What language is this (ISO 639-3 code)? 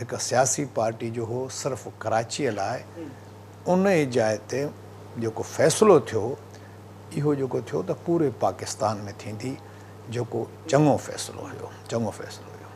snd